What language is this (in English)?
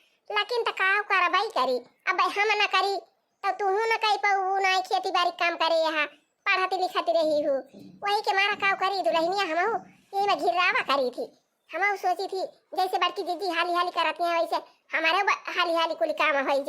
Awadhi